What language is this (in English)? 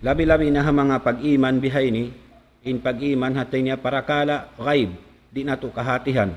Tausug